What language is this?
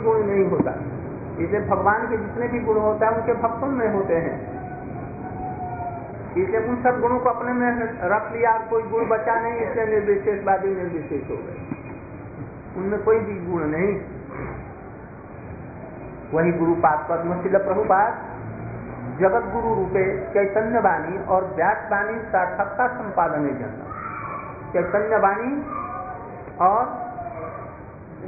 Hindi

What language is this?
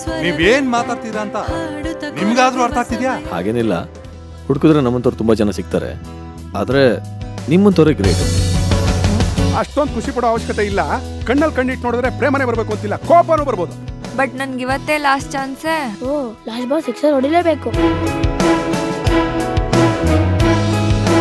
Kannada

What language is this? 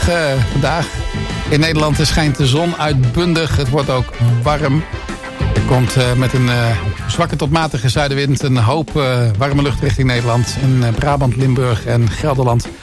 Dutch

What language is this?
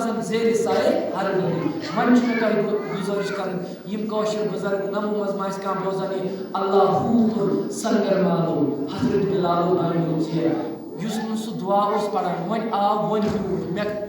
Kashmiri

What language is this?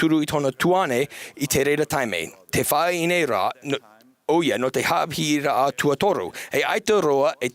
Tahitian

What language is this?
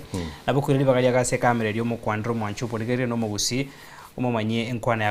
Gusii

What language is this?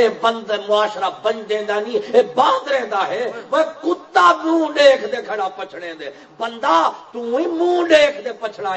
Saraiki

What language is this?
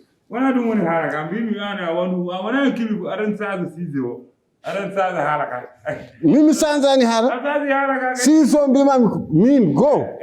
Fula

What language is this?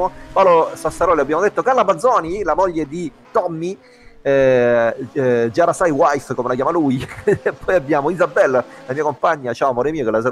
Italian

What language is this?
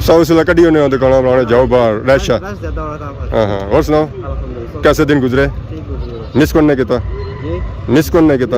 Pahari-Potwari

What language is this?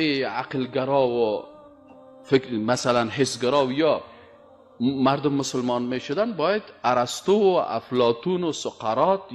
Persian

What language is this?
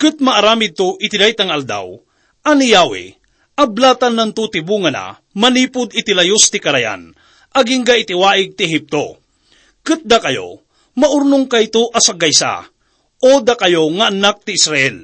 Iloko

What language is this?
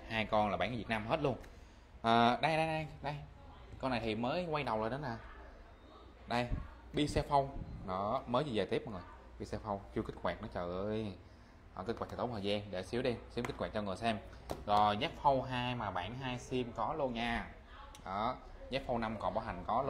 Vietnamese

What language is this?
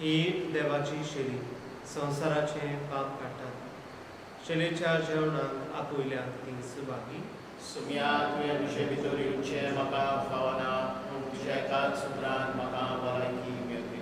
Konkani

